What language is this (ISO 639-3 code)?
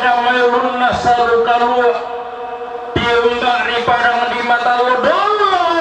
sda